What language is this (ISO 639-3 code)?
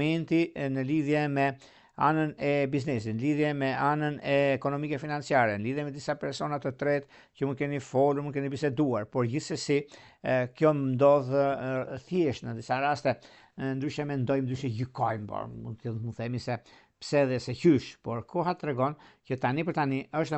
sqi